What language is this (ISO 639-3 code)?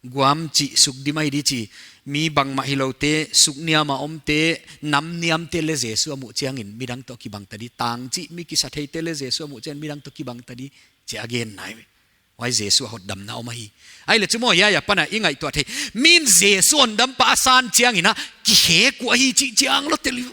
pck